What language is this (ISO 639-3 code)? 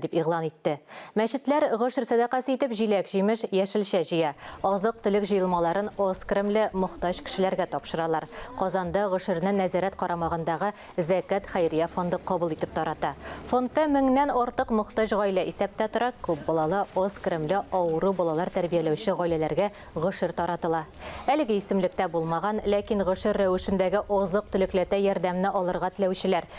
tat